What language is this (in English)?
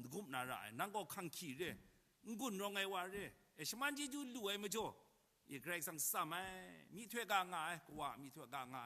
Kachin